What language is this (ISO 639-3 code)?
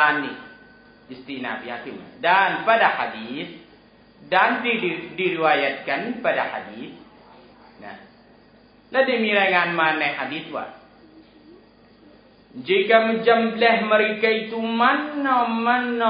tha